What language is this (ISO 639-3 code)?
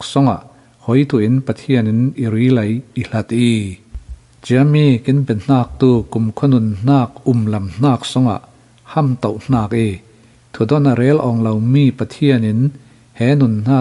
cfm